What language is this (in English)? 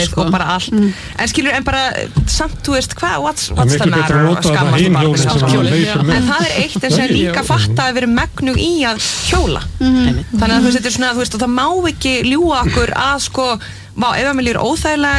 Icelandic